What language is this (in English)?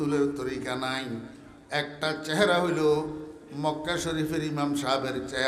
Bangla